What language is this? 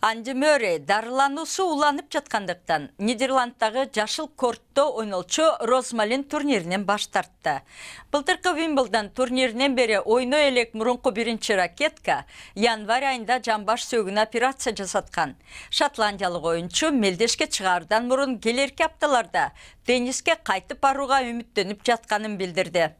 Kyrgyz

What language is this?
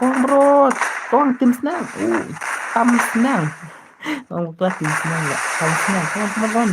Khasi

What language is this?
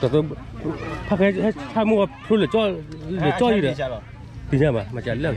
S'gaw Karen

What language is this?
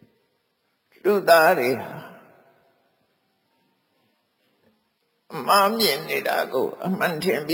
Burmese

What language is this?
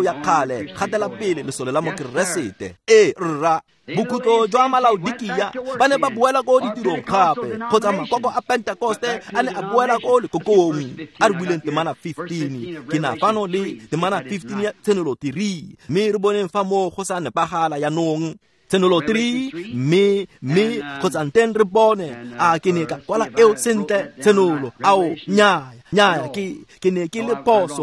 Tswana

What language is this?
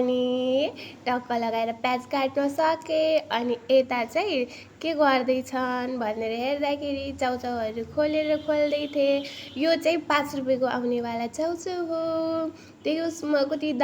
Nepali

